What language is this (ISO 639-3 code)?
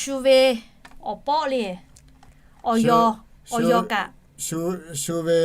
lhu